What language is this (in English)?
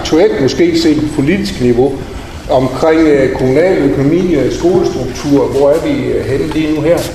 Danish